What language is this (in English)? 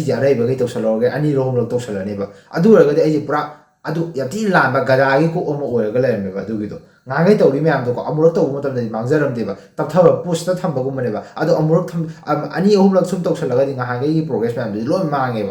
Manipuri